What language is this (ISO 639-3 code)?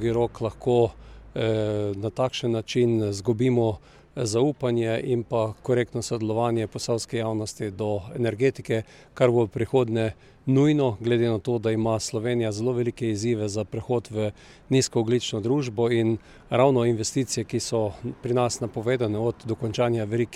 slv